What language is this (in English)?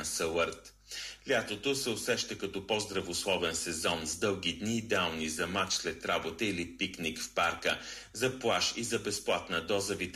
Bulgarian